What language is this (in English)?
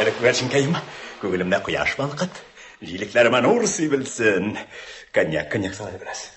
Tatar